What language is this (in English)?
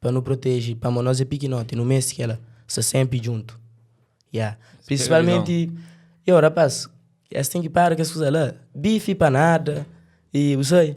Kabuverdianu